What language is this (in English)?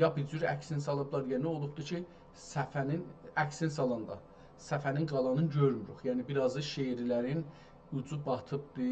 South Azerbaijani